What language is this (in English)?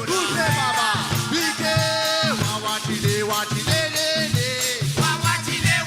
Morisyen